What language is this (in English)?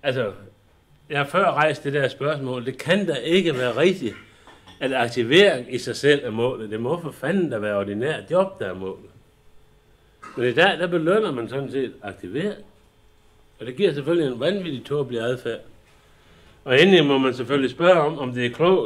Danish